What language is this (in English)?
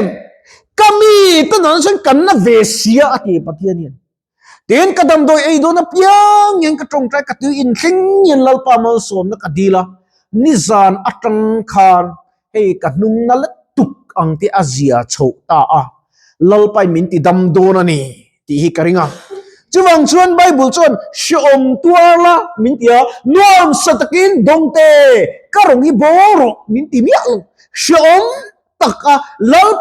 Mizo